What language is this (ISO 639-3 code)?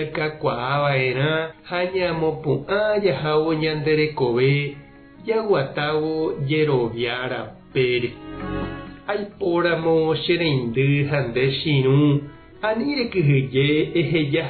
grn